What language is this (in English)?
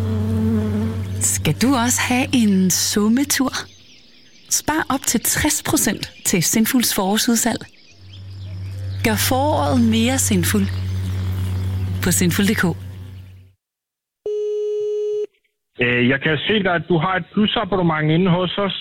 Danish